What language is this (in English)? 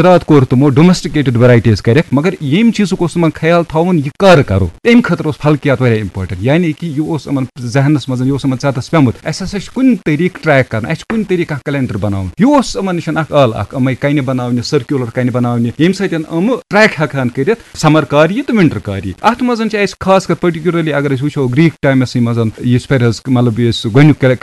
Kashmiri